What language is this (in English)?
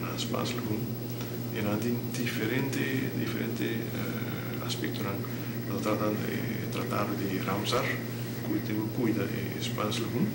Papiamento